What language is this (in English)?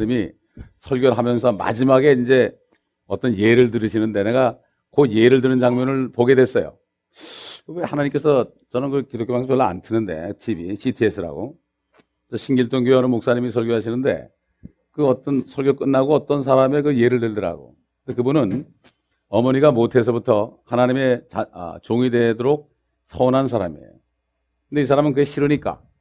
Korean